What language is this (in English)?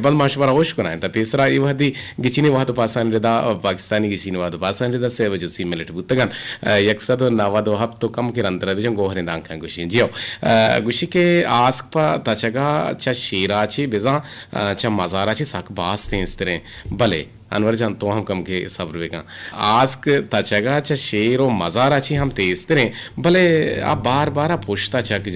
Eastern Balochi